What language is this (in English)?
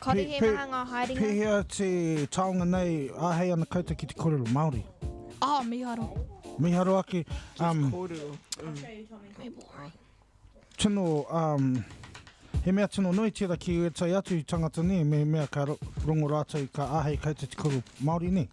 Māori